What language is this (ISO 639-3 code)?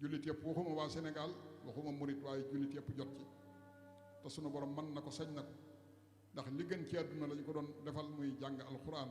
wol